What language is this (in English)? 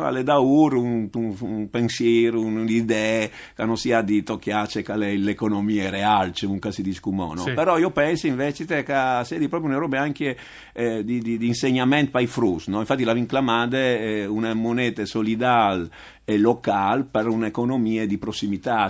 Friulian